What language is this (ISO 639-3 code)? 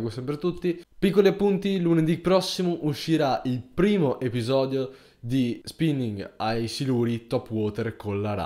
ita